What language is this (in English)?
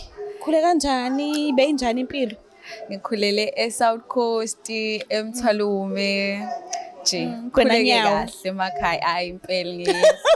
Zulu